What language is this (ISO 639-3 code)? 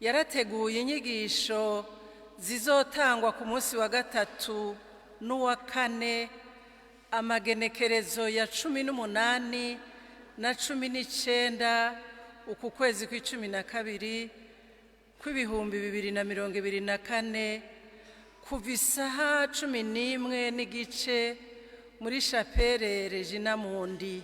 run